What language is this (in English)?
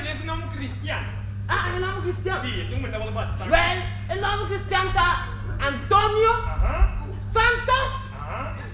Papiamento